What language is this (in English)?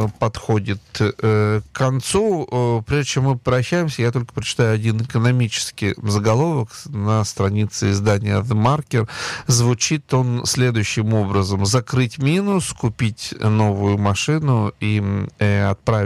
Russian